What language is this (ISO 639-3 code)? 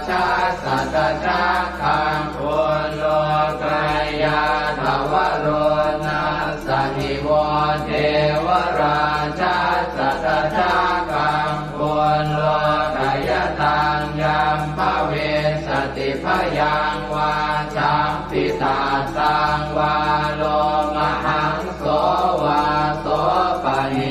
pli